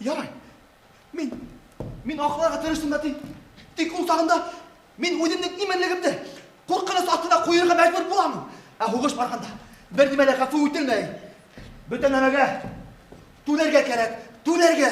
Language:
Bashkir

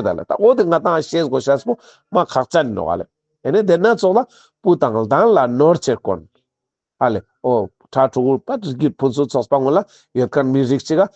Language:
Ladakhi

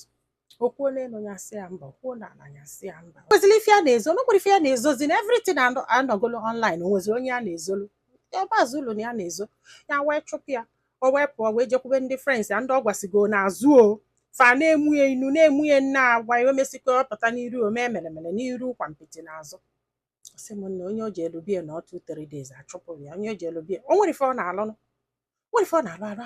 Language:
Igbo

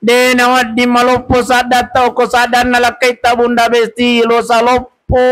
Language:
Buginese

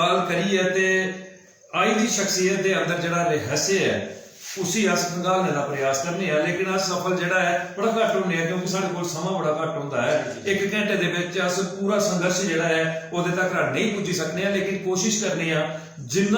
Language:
Dogri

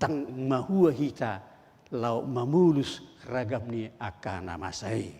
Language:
Batak Toba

